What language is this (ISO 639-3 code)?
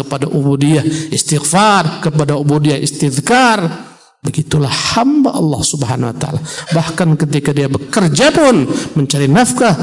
ind